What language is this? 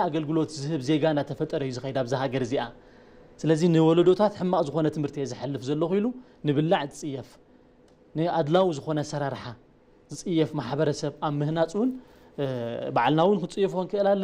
Tigrinya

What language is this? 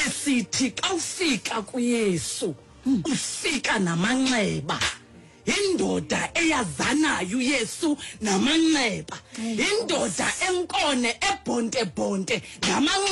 Xhosa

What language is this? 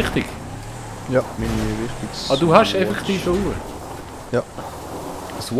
Swiss German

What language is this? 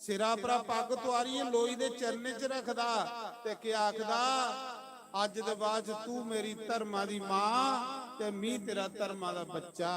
Dogri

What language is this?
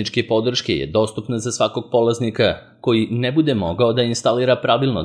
Serbian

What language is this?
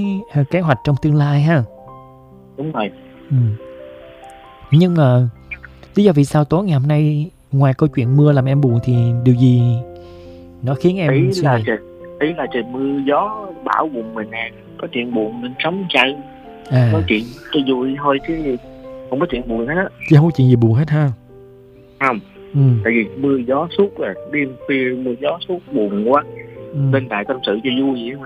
Vietnamese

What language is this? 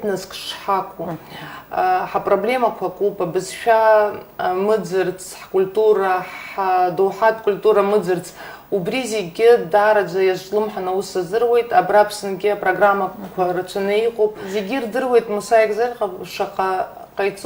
Abkhazian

